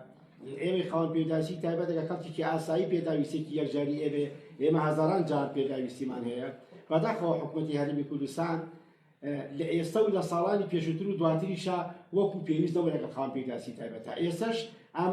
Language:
Central Kurdish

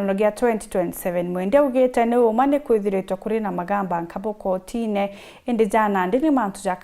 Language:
Meru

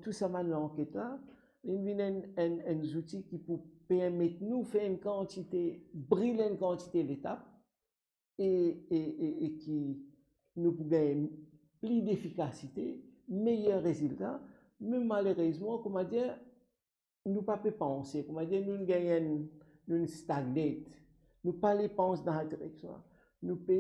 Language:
Morisyen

